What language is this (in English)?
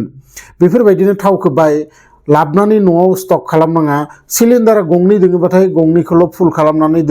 Bodo